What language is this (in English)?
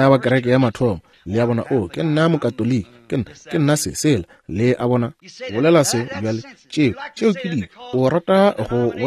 Northern Sotho